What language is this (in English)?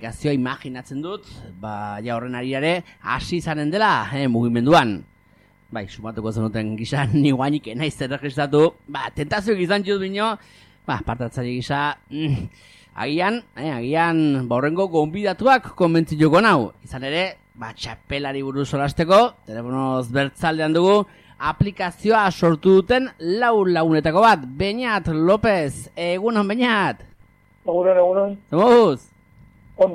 Basque